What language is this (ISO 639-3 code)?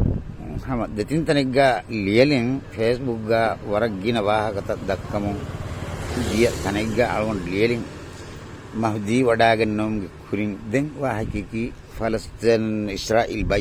div